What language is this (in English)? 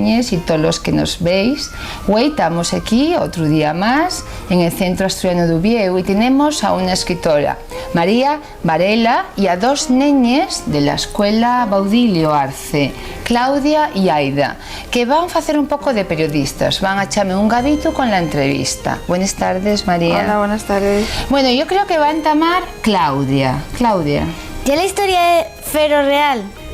Asturian